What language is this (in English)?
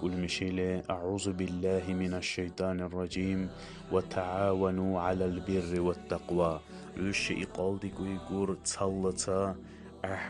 Dargwa